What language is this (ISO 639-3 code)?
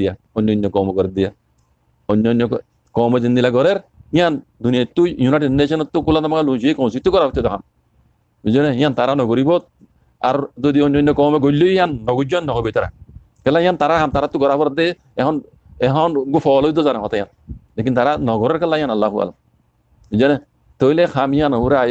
rhg